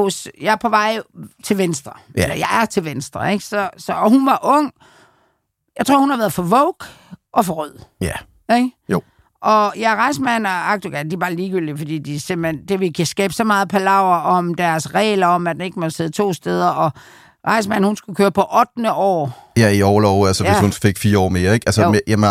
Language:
Danish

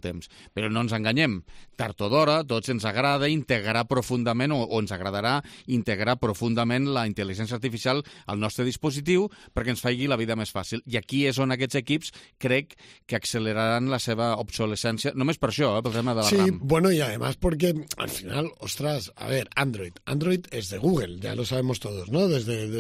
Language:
Catalan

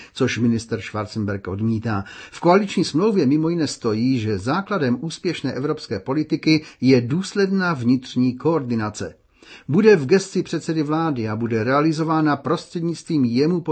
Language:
Czech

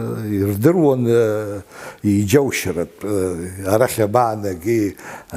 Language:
Abkhazian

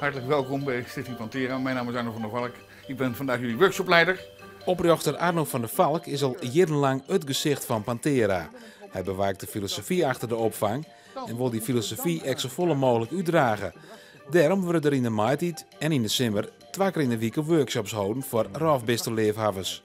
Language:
Western Frisian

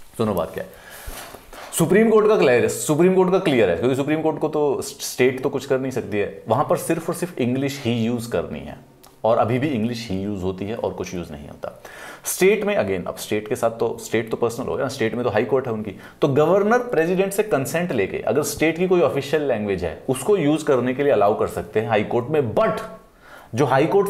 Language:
Hindi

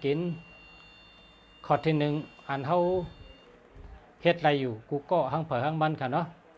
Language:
Shan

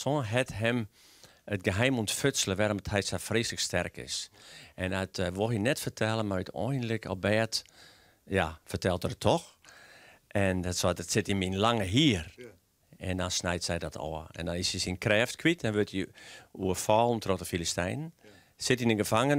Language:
Western Frisian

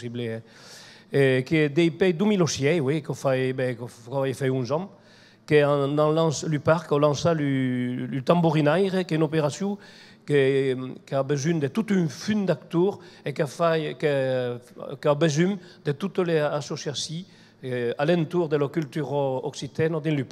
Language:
Occitan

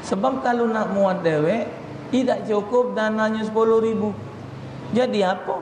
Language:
Musi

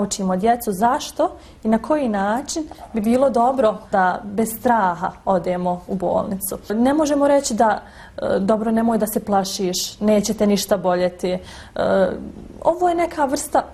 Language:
Bosnian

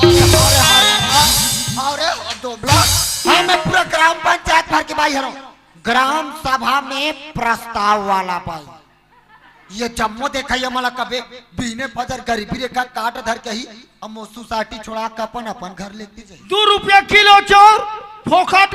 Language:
Chhattisgarhi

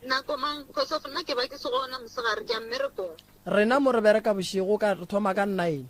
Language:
Northern Sotho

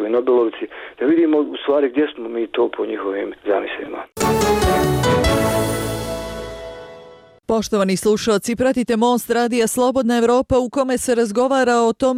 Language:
Bosnian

